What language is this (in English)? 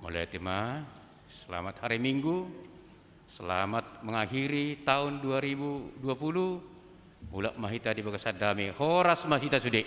Batak Toba